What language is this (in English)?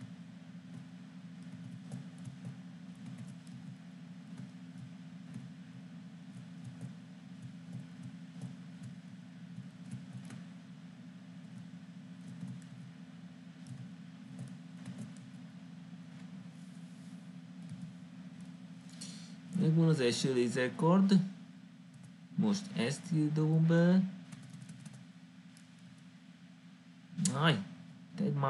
Hungarian